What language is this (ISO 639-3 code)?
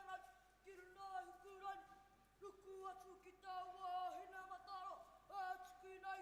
mri